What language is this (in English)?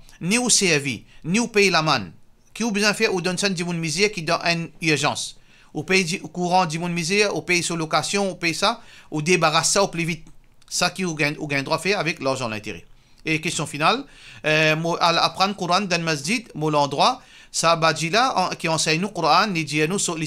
Morisyen